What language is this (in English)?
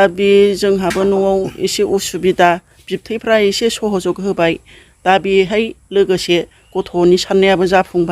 Bodo